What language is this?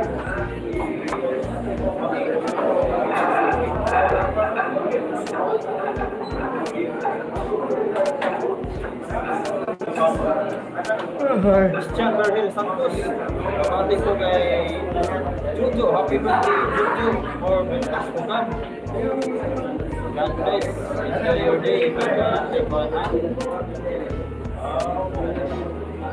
Filipino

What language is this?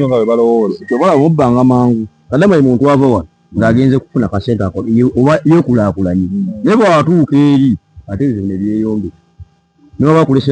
Ganda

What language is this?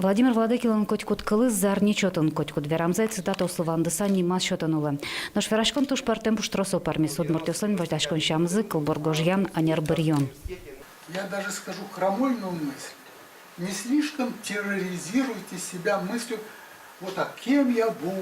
Udmurt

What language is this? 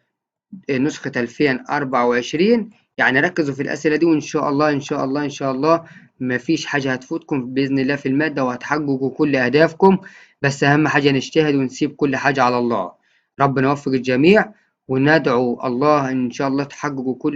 Egyptian Arabic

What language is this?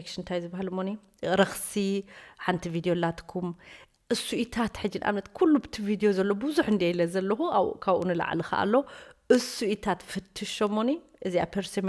Tigrinya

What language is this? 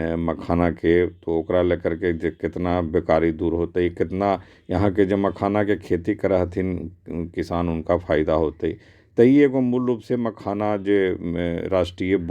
Magahi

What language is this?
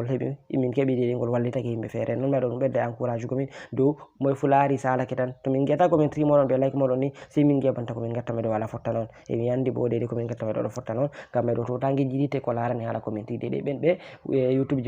Fula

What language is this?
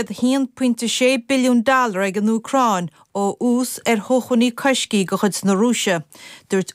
Irish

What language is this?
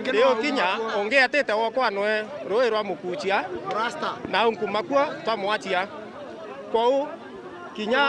Meru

